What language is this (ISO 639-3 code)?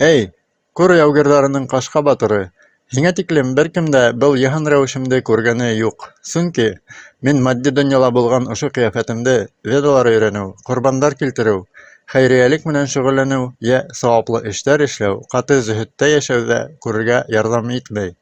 bak